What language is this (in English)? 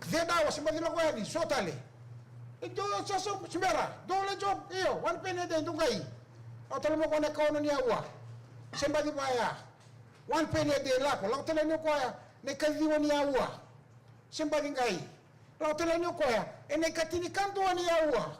Fijian